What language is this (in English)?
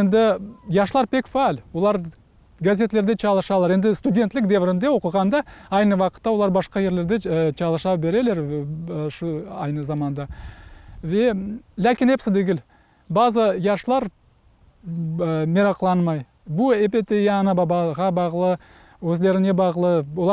Crimean Tatar